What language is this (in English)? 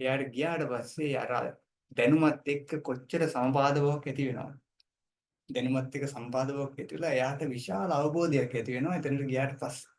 Sinhala